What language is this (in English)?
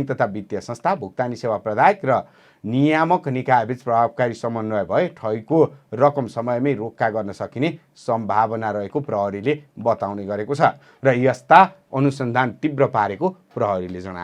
Nepali